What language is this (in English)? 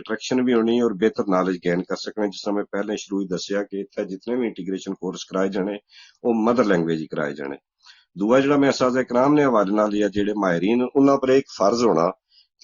Gujari